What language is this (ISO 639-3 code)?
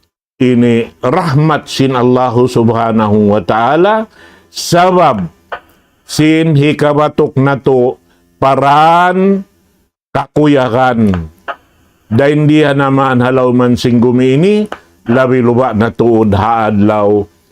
tsg